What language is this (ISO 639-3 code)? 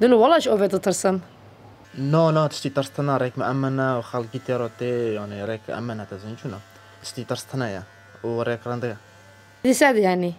kur